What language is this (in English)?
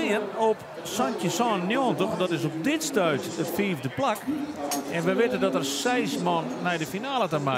Western Frisian